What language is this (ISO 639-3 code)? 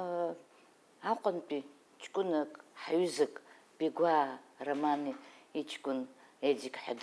abk